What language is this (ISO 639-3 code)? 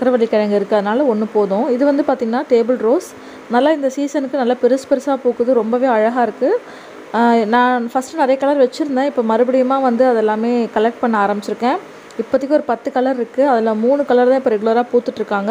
tam